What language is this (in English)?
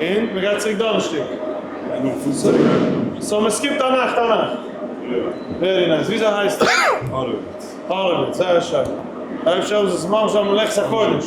Yiddish